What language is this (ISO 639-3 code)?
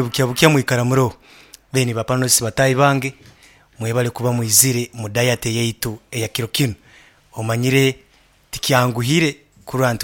nyo